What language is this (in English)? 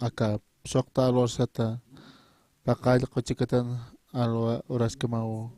Aymara